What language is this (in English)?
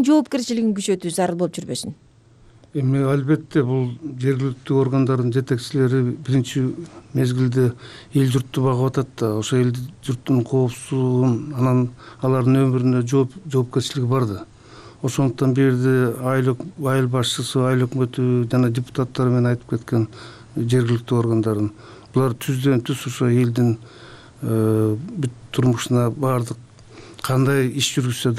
Kyrgyz